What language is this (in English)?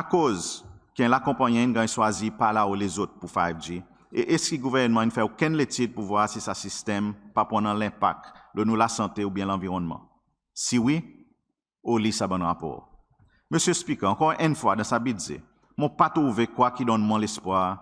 Seselwa Creole French